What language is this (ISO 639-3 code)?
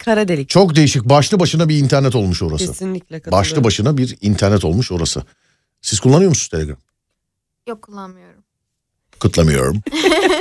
tur